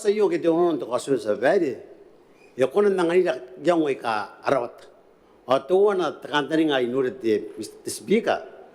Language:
Gilbertese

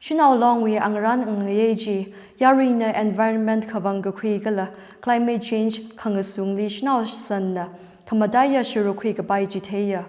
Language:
Tangkhul Naga (India)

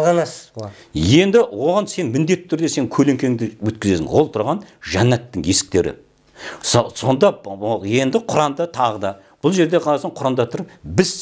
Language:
Kazakh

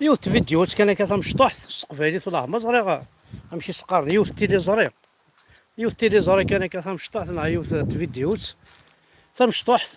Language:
Kabyle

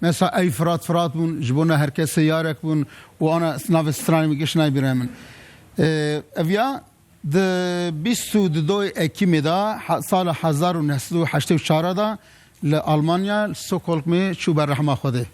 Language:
Kurdish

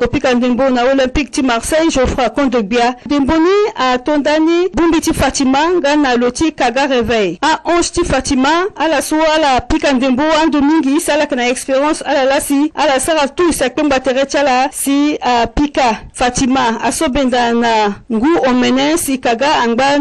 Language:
Sango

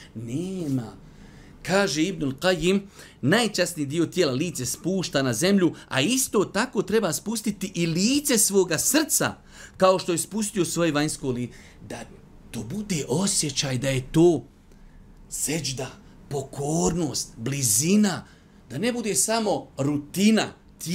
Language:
Bosnian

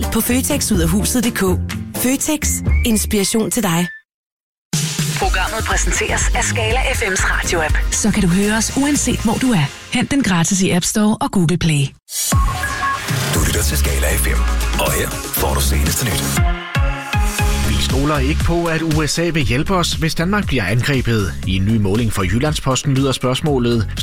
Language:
Danish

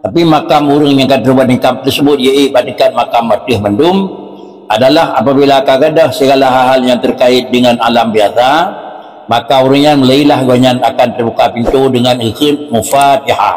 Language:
Achinese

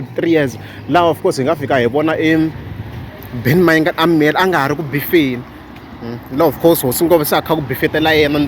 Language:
Tsonga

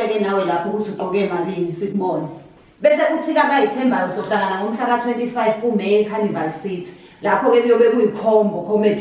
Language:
Zulu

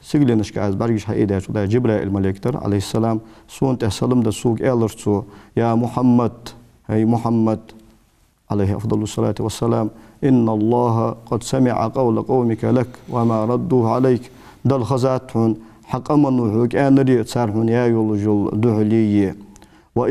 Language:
Ingush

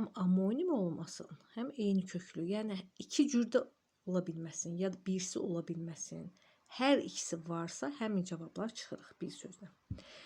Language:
Azerbaijani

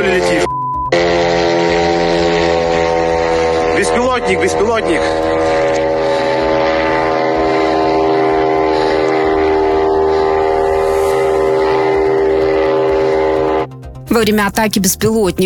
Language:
Russian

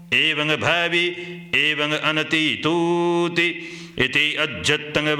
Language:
Pali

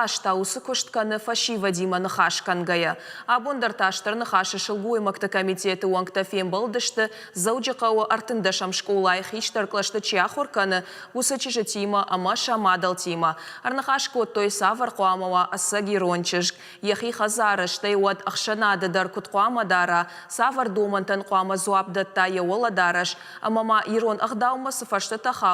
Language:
Ossetic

